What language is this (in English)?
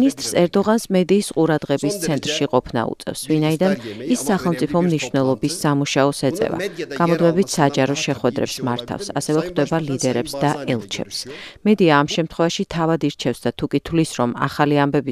Georgian